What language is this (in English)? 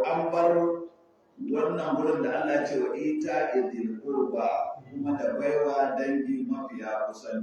Hausa